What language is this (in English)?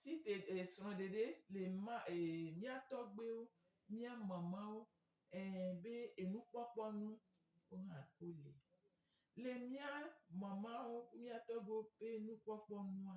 Gen